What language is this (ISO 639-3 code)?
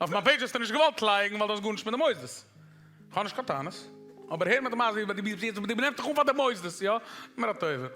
yid